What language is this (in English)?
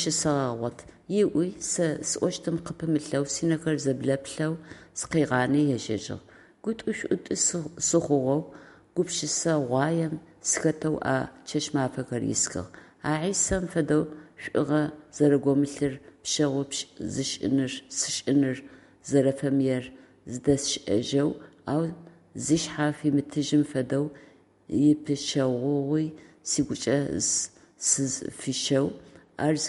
Adyghe